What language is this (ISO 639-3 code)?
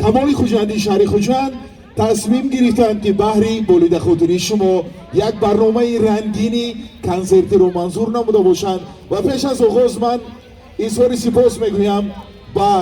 tgk